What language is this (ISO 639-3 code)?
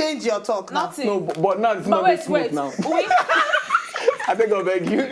pcm